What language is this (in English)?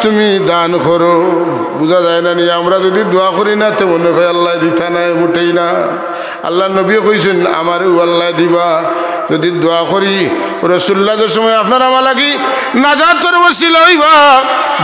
Sylheti